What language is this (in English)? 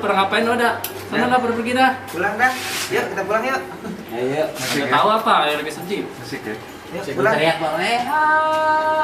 Betawi